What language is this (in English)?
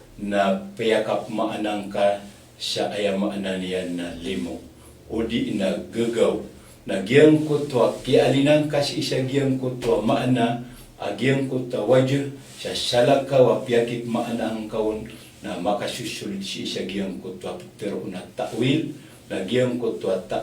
Maranao